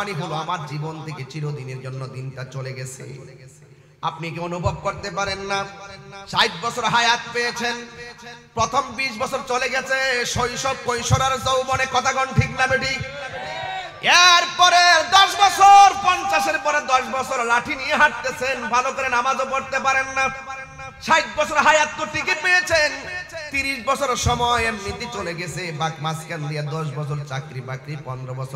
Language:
Bangla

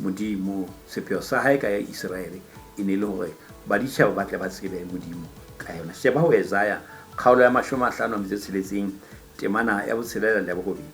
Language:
Southern Sotho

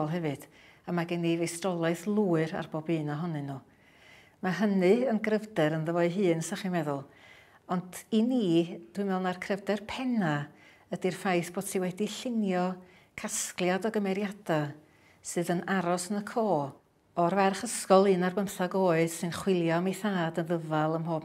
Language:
Welsh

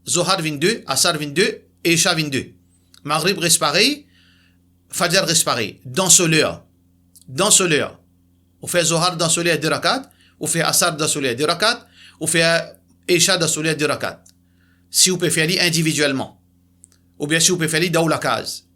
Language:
Morisyen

